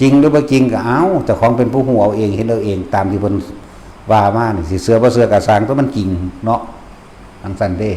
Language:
Northeastern Thai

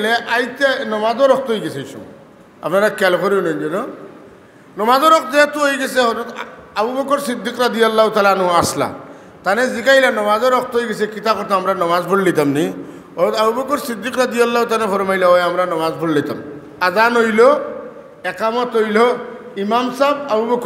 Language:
Sylheti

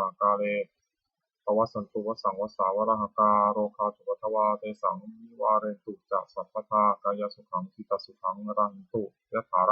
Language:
Pali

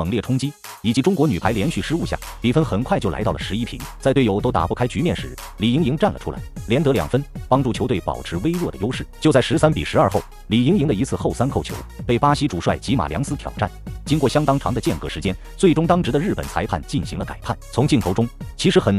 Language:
Chinese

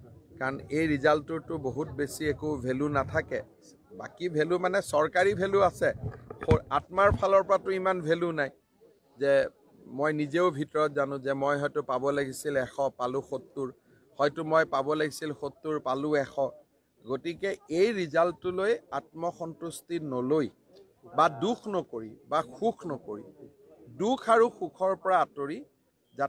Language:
Assamese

